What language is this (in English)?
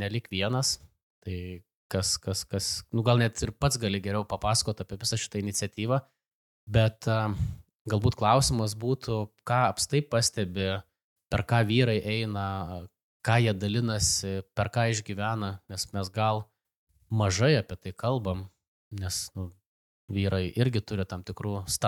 Lithuanian